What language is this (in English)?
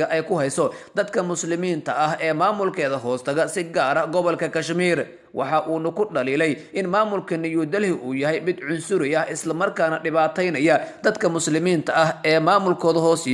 Somali